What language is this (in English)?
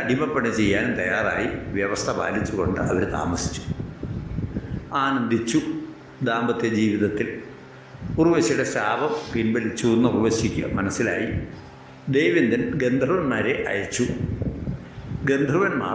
Malayalam